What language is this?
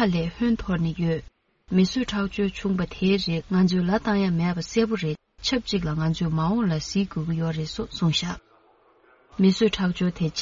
Tibetan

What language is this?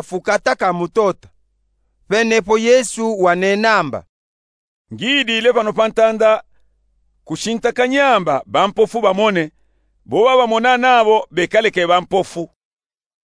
Luba-Katanga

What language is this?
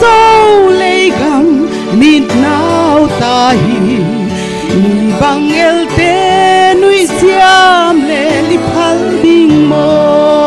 Paite Chin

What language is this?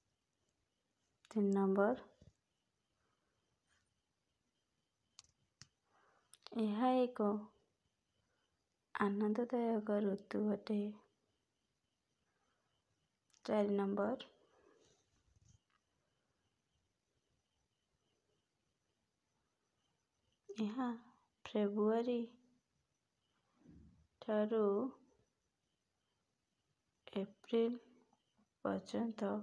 Odia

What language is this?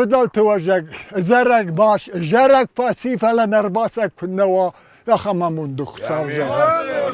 Ossetic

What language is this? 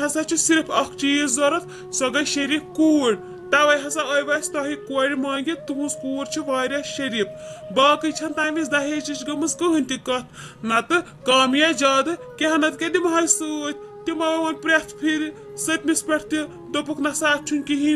Kashmiri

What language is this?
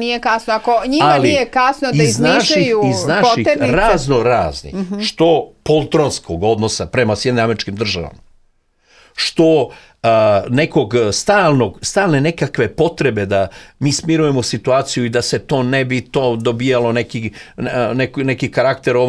Serbian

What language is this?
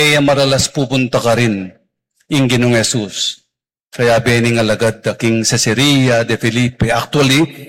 Pampanga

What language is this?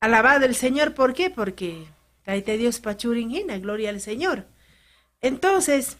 Ayacucho Quechua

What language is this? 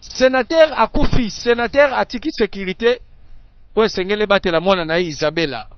Lingala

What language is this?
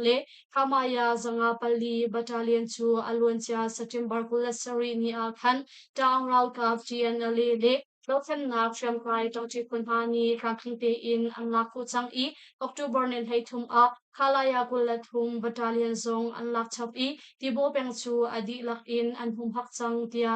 Hakha Chin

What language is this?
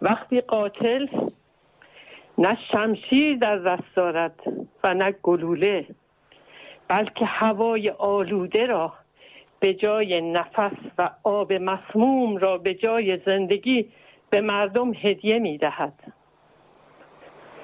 Persian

